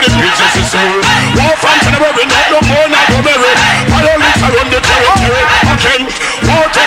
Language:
Jamaican Creole English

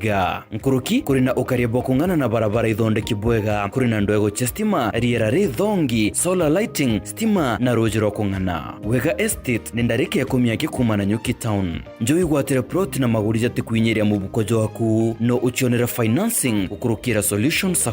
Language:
Meru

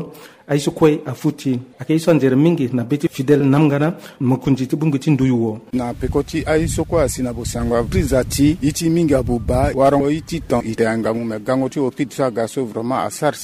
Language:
Sango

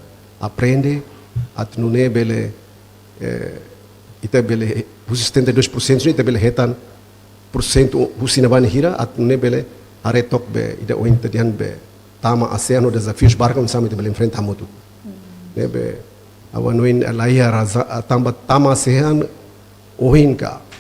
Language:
Tetum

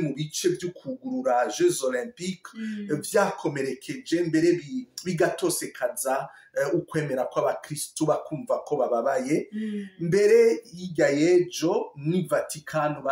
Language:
Rundi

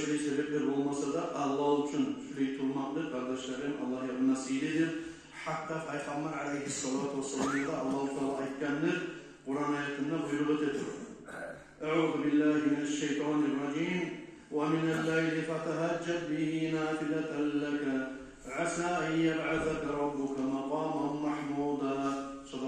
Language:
Kumyk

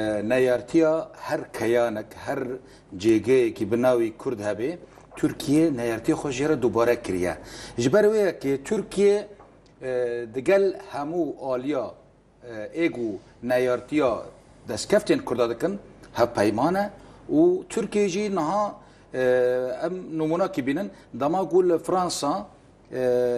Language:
Kurdish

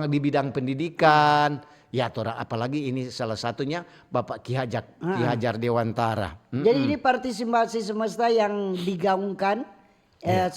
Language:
Manado Malay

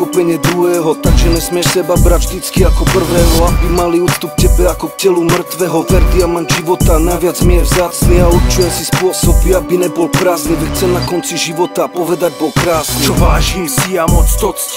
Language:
Slovak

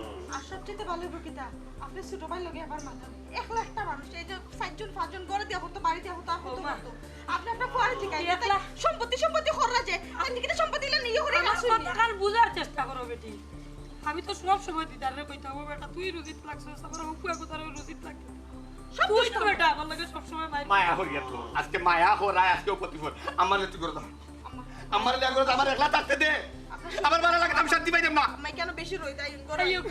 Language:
Sylheti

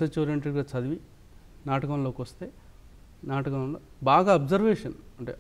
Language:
Telugu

